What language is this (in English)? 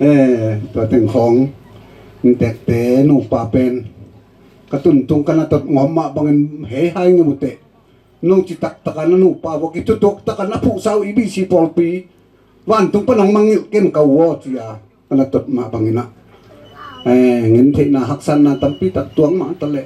Tedim Chin